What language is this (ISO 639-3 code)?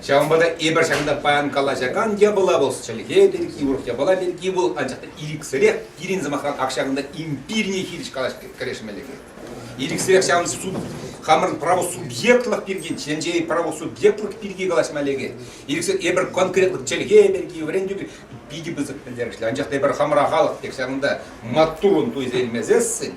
chv